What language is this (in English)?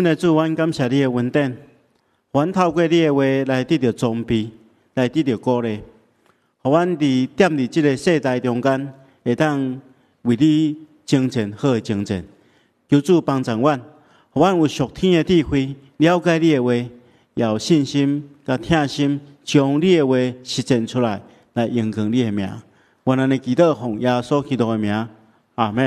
Min Nan Chinese